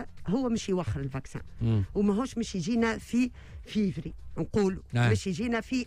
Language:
Tunisian Arabic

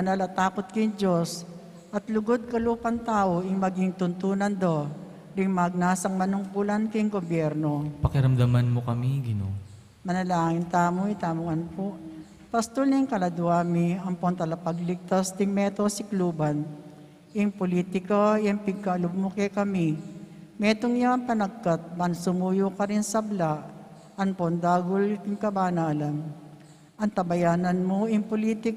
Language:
Pampanga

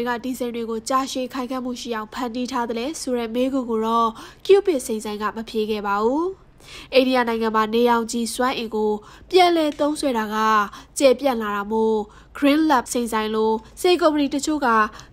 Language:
Burmese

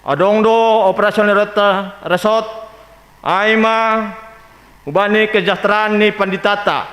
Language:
Batak Simalungun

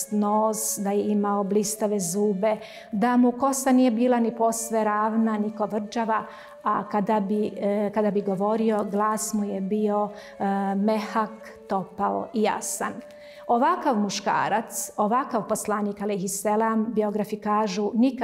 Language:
Bosnian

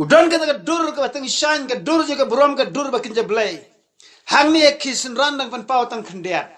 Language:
Khasi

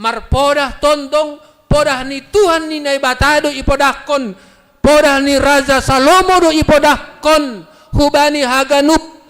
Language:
Batak Simalungun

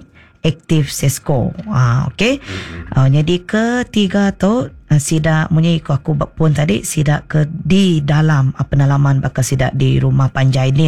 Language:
Iban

